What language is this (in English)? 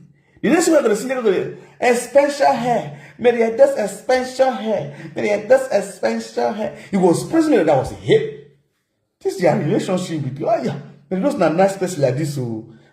Nigerian Pidgin